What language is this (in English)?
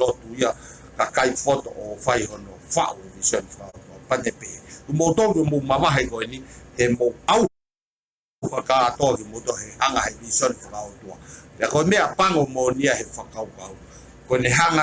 Tongan